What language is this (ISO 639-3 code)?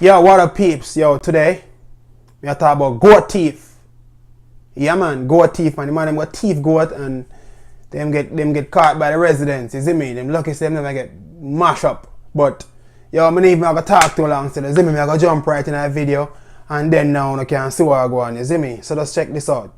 jam